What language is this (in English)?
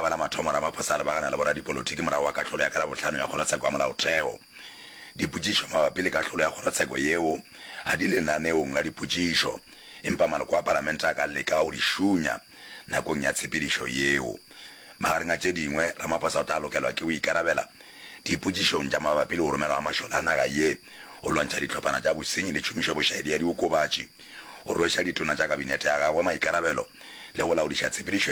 Northern Sotho